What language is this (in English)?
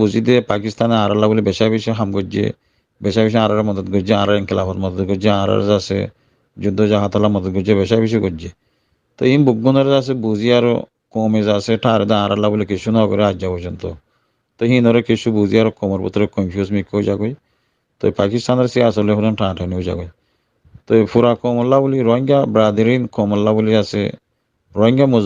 Rohingya